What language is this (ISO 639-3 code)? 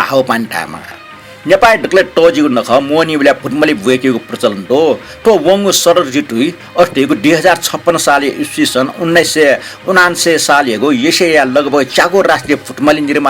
new